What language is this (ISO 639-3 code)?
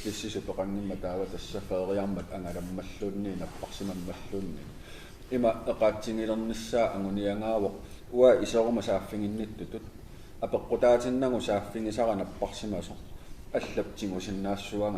kal